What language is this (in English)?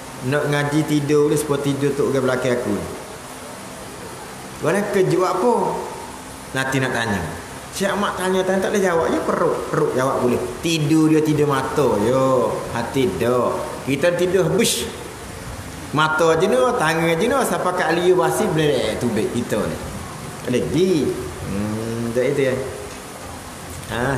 Malay